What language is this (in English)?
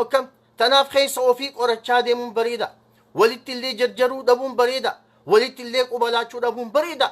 Oromo